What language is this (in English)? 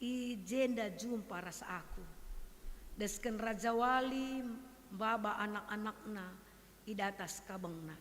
Batak Karo